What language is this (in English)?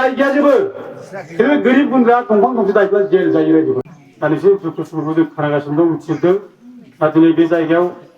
Bodo